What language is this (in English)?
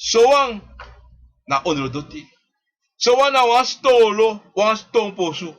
Sranan Tongo